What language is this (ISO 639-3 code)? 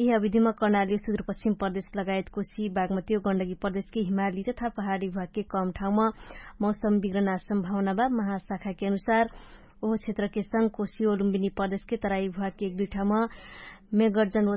thl